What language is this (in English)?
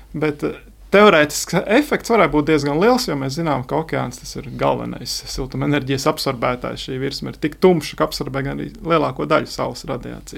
Latvian